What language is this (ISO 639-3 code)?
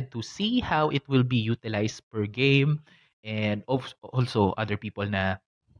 fil